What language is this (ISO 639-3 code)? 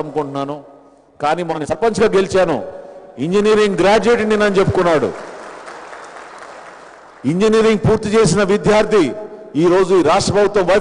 tel